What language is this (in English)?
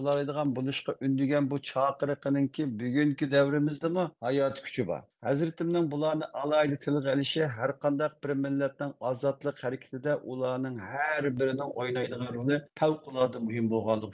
Uyghur